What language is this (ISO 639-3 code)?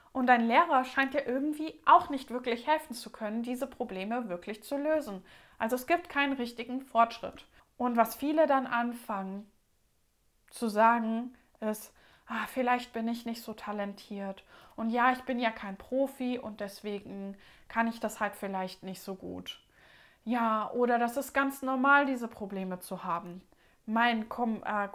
deu